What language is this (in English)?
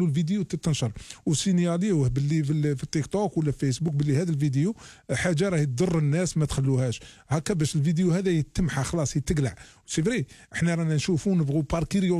Algerian Arabic